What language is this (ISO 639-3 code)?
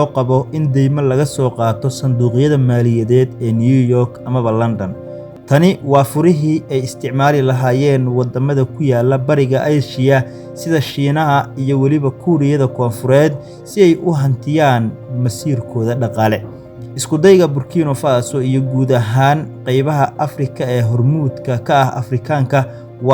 som